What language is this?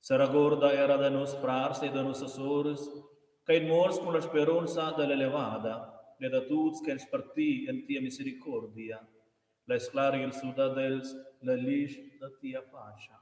Romansh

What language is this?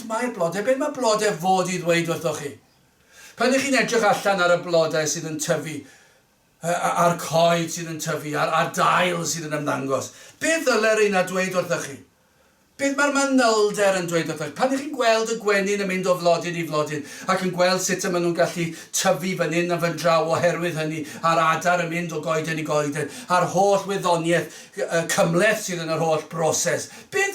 Welsh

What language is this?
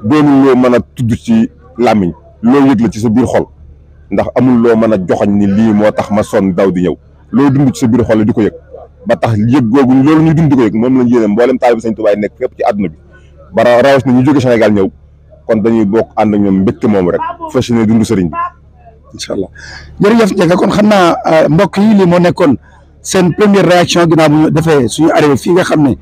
Wolof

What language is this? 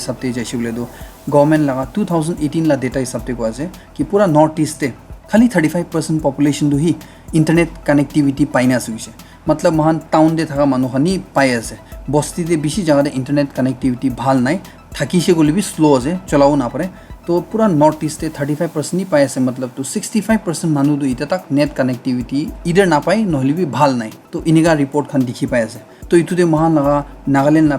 Naga Pidgin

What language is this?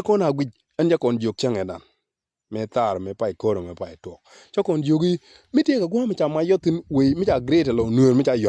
Nuer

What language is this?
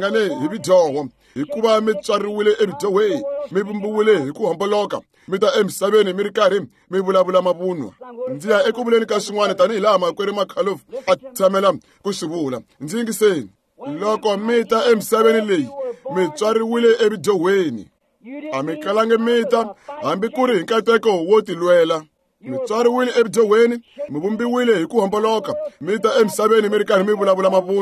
Tsonga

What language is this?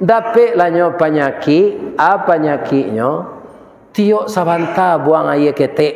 Minangkabau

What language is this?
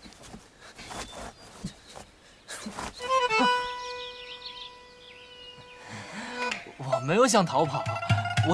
Chinese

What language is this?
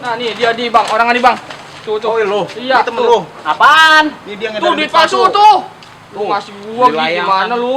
Betawi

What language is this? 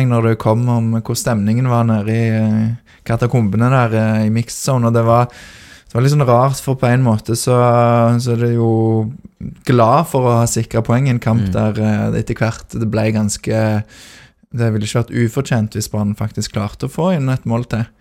Norwegian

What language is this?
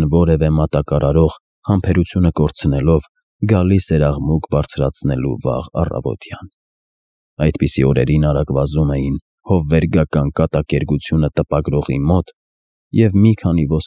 Armenian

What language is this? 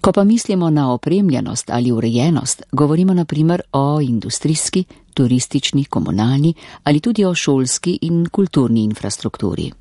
Slovenian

